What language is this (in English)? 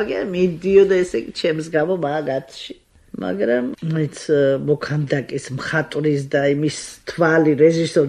Georgian